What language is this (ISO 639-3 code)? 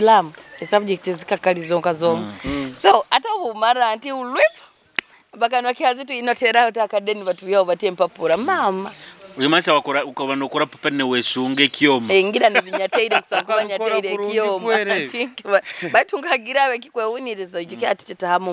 nyo